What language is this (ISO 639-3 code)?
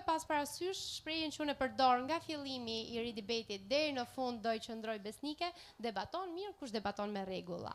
sqi